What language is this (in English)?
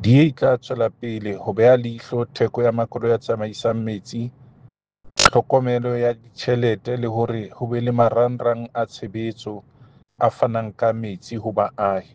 Southern Sotho